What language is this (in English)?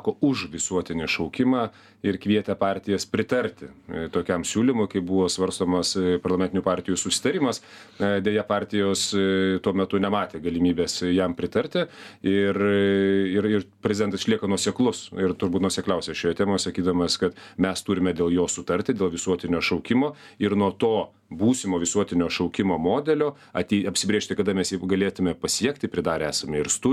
Lithuanian